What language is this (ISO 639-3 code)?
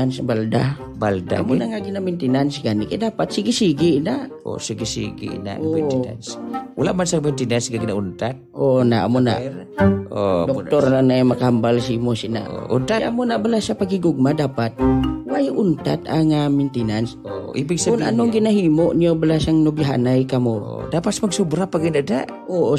hil